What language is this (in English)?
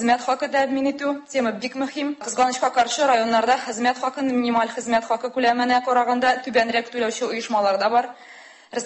Tatar